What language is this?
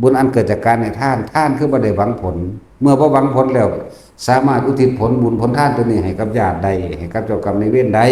Northeastern Thai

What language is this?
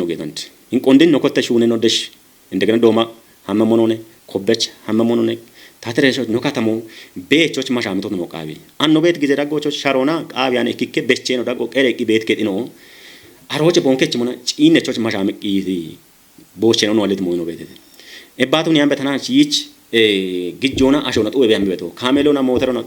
Kafa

